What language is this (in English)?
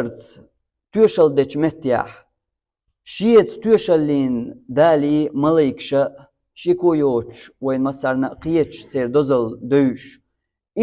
Chechen